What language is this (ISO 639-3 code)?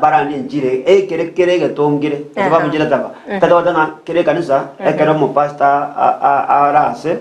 guz